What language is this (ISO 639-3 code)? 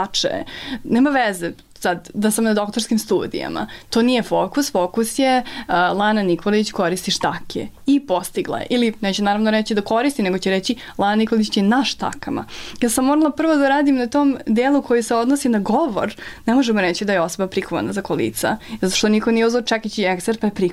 srp